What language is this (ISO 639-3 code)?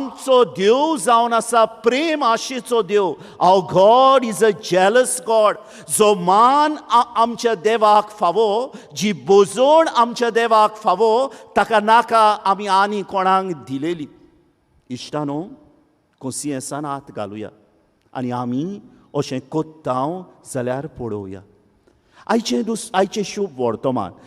kok